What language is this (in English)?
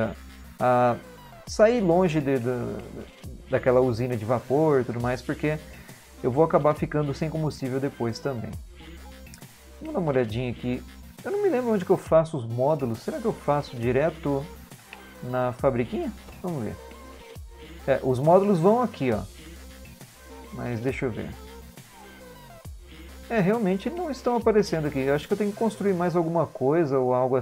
Portuguese